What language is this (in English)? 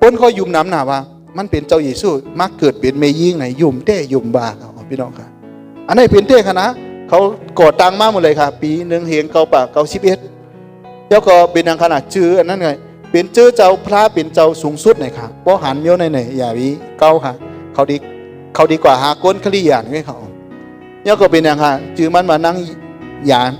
Shan